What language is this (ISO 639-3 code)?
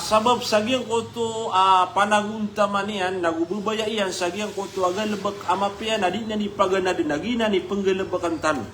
mrw